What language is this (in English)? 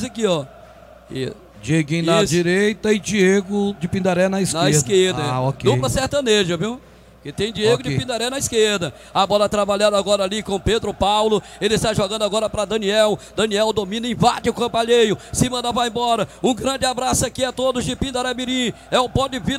Portuguese